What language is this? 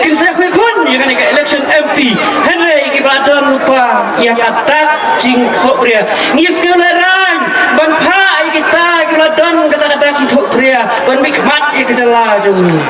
Khasi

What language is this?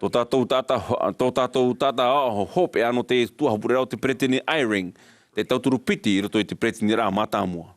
Tahitian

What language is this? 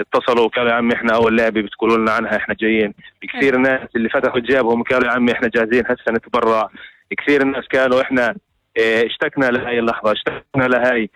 North Levantine Arabic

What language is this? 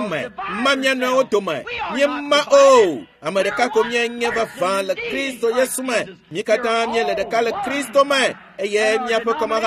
Ewe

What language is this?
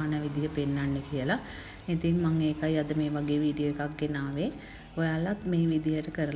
Sinhala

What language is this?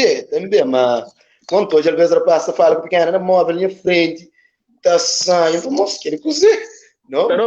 Kabuverdianu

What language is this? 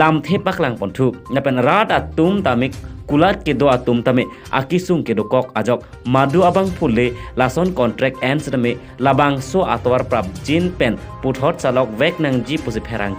Karbi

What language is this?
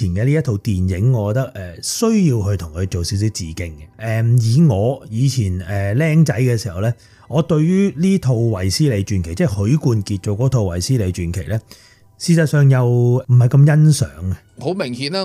Cantonese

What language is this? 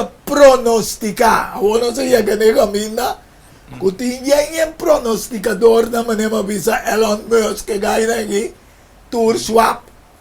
Papiamento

